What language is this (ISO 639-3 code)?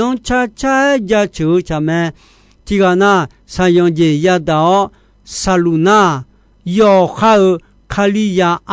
ahk